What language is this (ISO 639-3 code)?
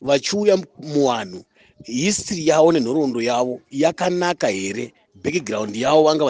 sna